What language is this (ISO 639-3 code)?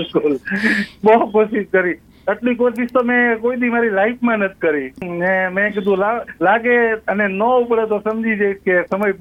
guj